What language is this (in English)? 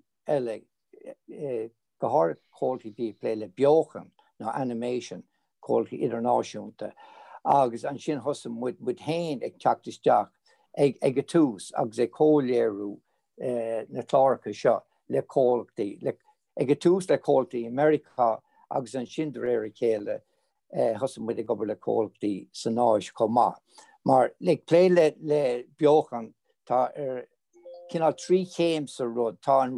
Irish